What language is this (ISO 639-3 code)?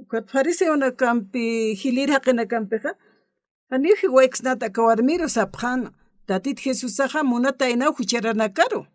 aym